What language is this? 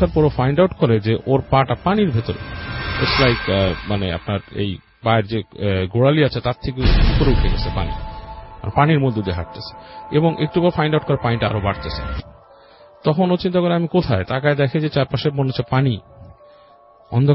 Bangla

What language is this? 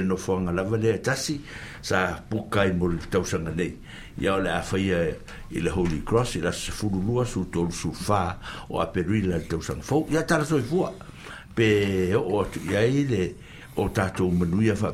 Samoan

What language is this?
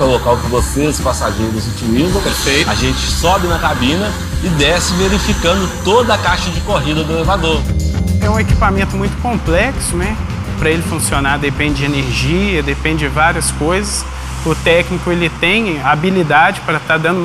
Portuguese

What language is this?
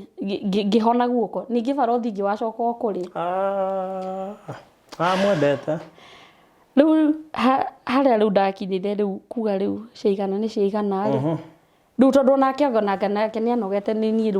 Kikuyu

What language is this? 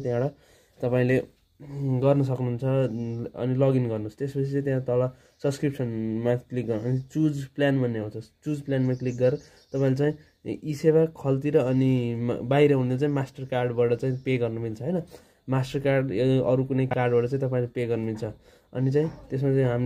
Nepali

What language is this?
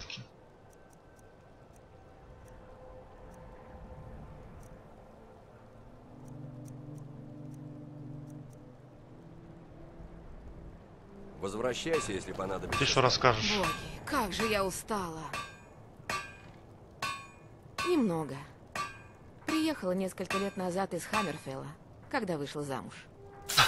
Russian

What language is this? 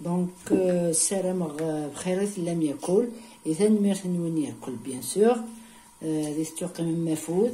Kabyle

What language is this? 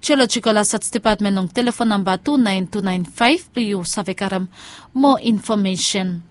Bislama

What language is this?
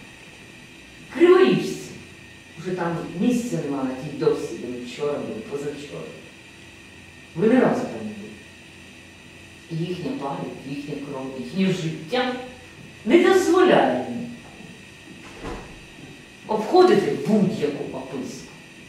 Ukrainian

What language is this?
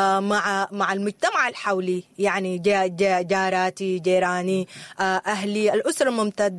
Sudanese Arabic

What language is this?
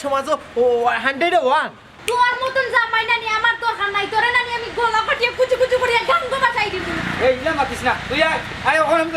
Sylheti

